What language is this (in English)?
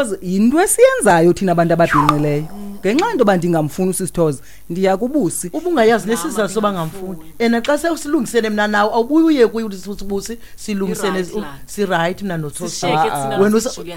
Xhosa